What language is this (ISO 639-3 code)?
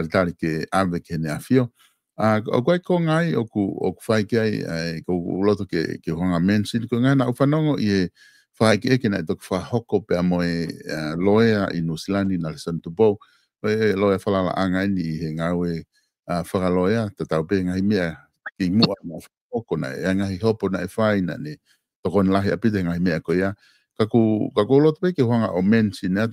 ton